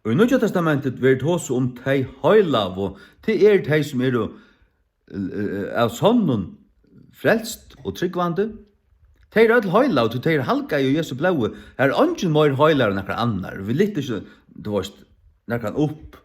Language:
Faroese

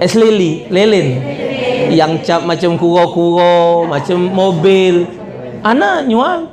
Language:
Musi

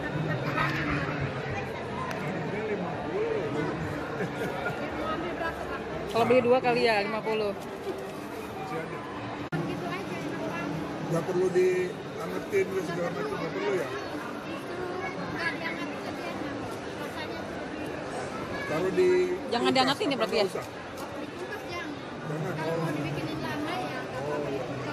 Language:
Indonesian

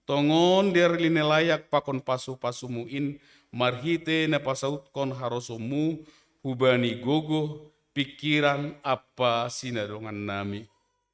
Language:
Batak Simalungun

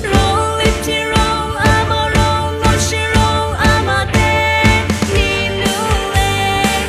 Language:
Lisu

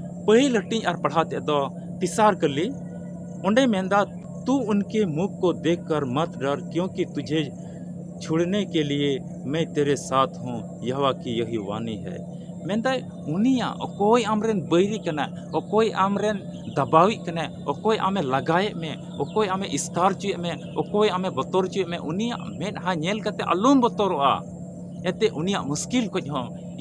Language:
Santali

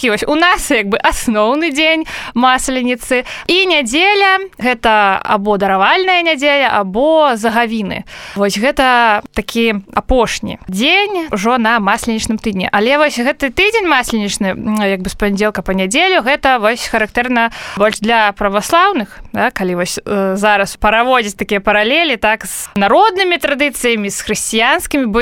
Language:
Belarusian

